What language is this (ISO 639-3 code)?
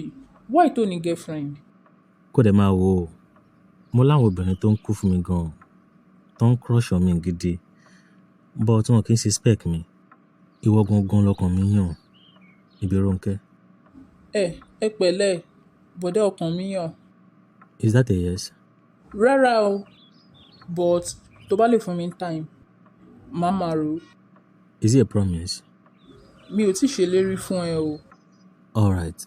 yor